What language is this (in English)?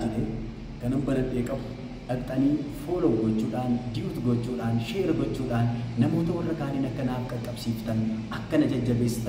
Oromo